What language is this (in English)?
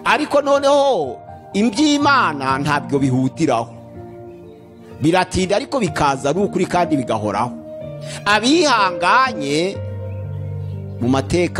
Kinyarwanda